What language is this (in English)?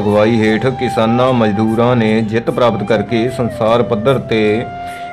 Punjabi